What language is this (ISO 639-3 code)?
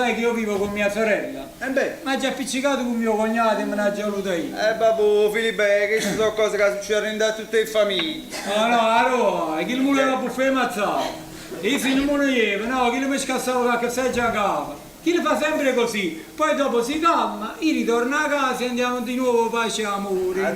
nap